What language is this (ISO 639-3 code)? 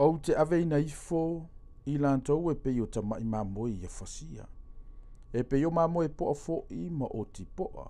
smo